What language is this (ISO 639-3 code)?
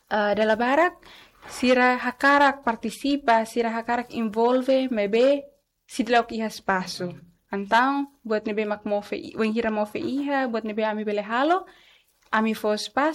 tet